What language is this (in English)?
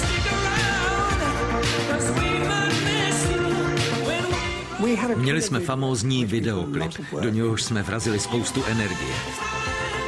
Czech